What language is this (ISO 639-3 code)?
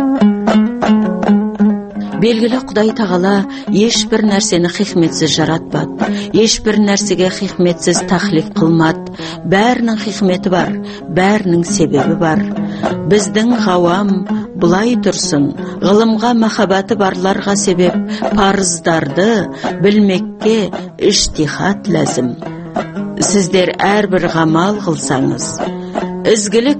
kaz